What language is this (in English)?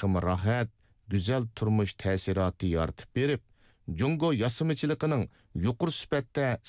Uyghur